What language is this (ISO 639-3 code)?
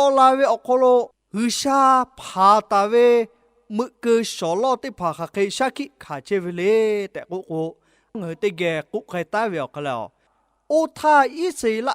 lhu